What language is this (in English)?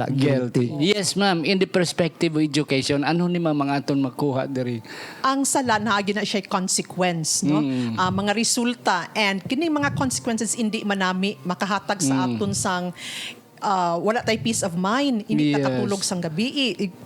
Hiligaynon